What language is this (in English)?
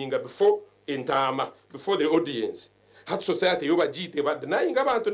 Nyankole